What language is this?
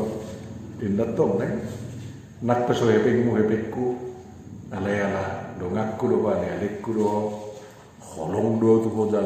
Batak Toba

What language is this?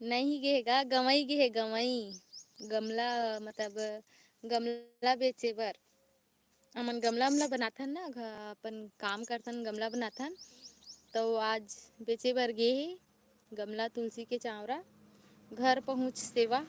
Chhattisgarhi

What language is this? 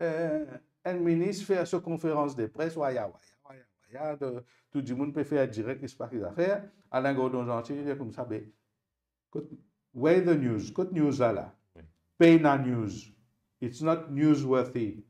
Morisyen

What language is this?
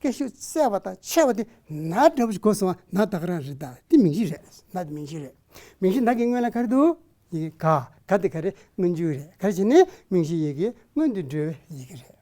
Tibetan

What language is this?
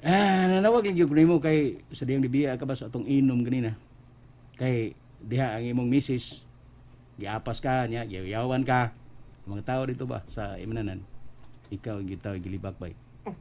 Cebuano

